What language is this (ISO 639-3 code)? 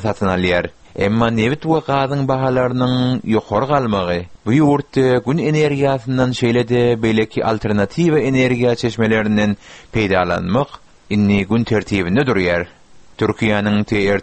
tuk